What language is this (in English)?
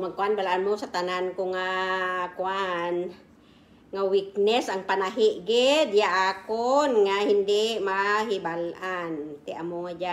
Kinaray-a